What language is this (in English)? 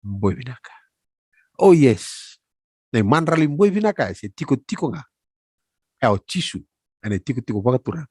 Fijian